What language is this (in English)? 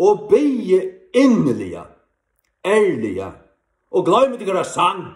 Faroese